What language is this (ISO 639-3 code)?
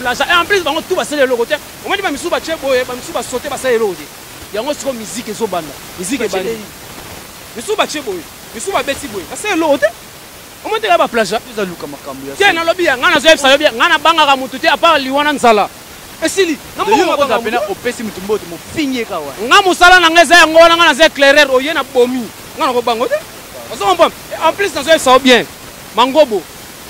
lin